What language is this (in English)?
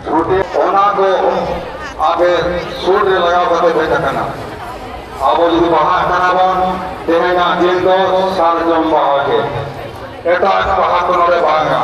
Santali